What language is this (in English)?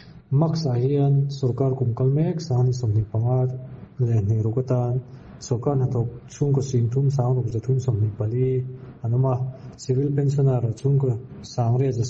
Mizo